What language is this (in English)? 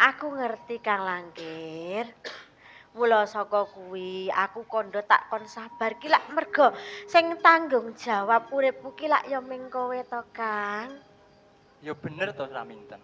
Javanese